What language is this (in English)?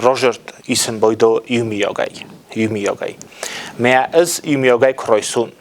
Ossetic